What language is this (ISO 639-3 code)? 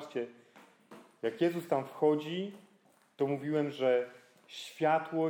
pol